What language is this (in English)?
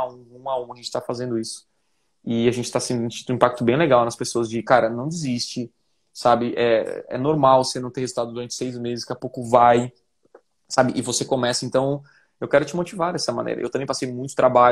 Portuguese